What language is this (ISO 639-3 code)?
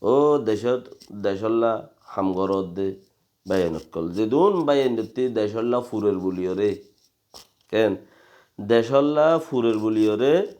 rhg